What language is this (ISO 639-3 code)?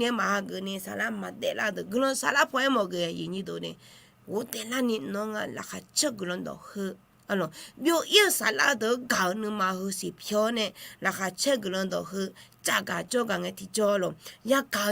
ahk